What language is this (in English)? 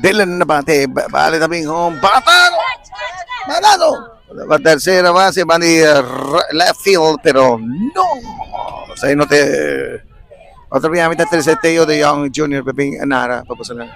Papiamento